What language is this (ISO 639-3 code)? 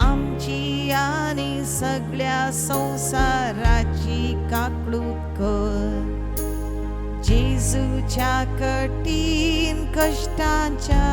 kok